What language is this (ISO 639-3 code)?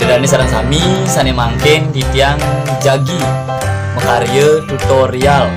ban